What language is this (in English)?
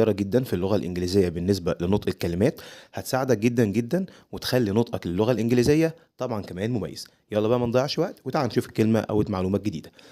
Egyptian Arabic